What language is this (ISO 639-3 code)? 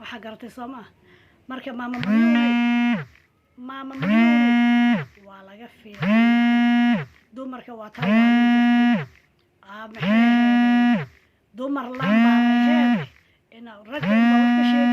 som